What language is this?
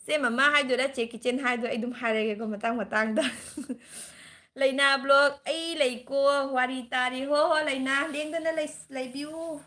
Manipuri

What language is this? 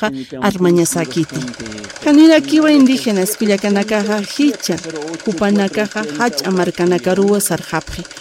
Aymara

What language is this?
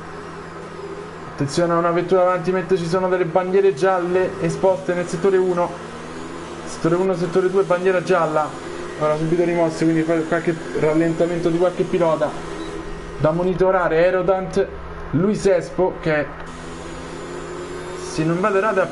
Italian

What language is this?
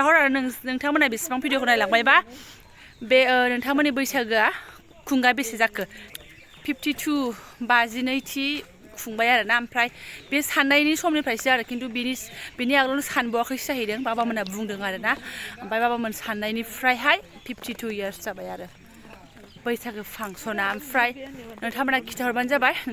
Bodo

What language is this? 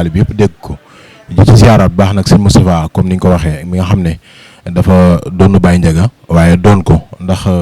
Wolof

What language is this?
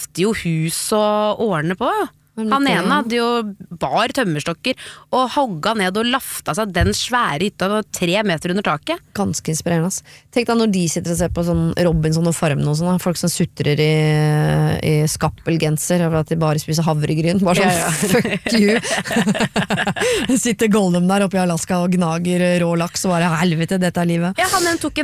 Norwegian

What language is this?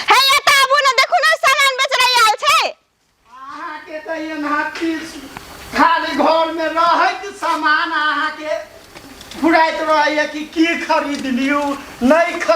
Maithili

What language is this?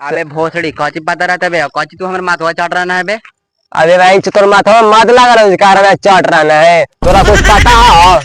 Magahi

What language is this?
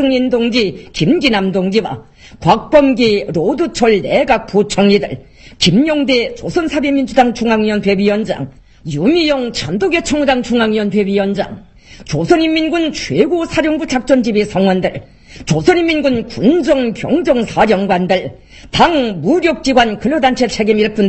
Korean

